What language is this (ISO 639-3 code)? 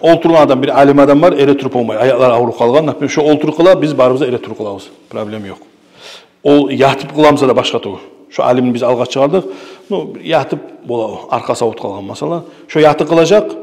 kum